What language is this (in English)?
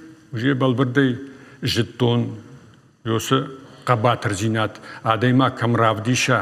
Ossetic